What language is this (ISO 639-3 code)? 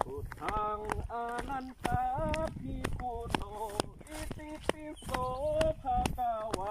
shn